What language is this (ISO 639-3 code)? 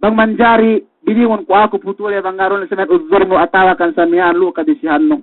yka